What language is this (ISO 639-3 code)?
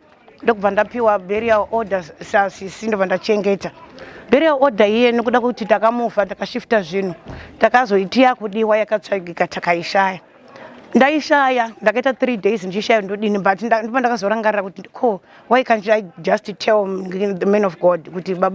sna